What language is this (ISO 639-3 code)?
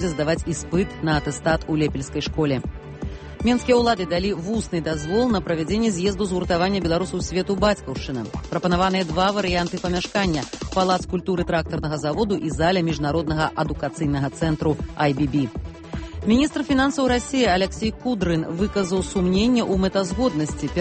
bel